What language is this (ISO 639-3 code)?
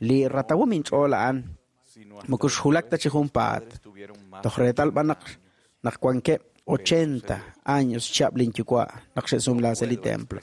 kek